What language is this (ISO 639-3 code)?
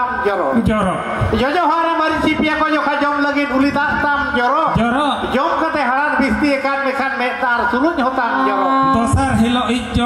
sat